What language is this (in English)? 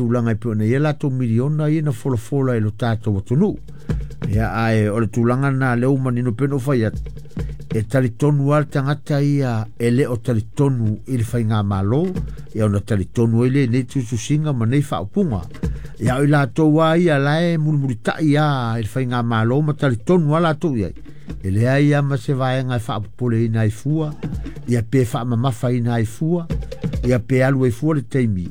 Samoan